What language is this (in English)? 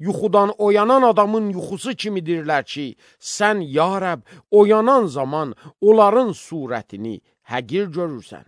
Azerbaijani